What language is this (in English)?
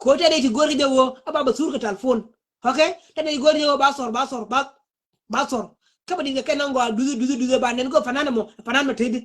Nuer